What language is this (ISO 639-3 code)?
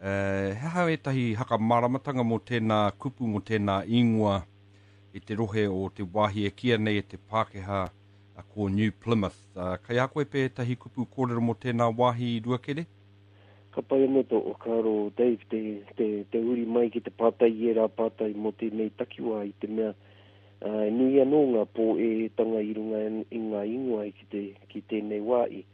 mri